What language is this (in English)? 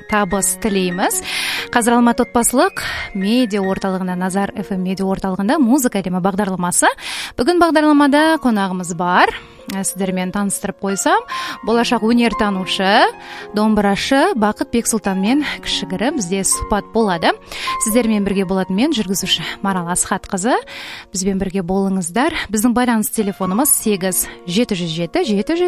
Kazakh